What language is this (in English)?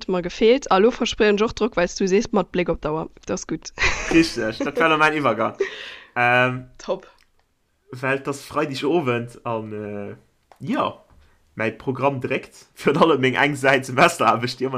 Luxembourgish